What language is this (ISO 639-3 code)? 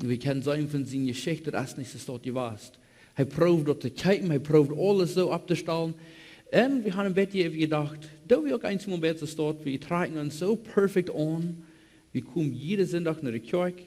pdt